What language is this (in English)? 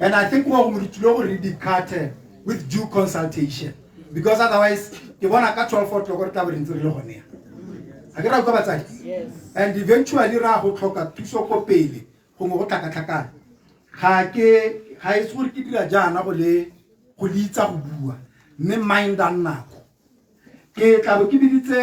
Tswana